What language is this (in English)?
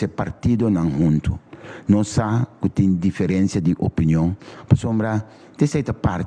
Papiamento